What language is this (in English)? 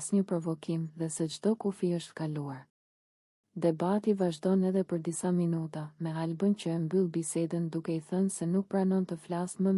Albanian